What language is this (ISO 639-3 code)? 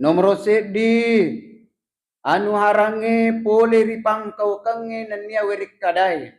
bug